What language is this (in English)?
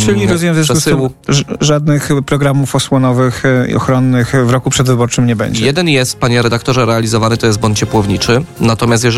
Polish